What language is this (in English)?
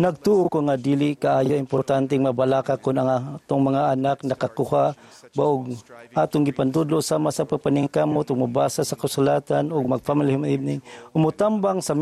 Cebuano